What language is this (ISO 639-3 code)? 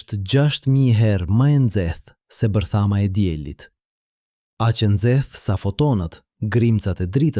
sqi